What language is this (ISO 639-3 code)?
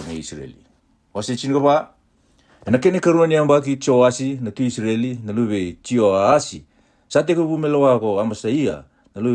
fij